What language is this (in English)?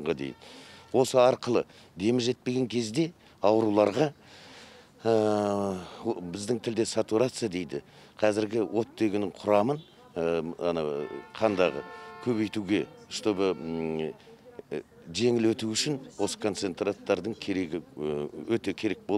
Kazakh